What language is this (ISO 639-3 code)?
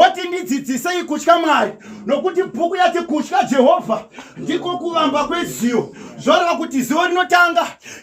sna